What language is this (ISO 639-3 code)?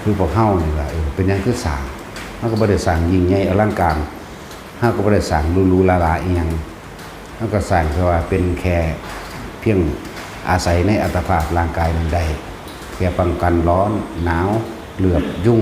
tts